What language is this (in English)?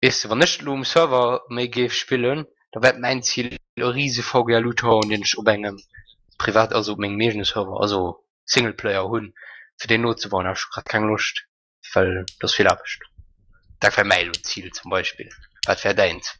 Luxembourgish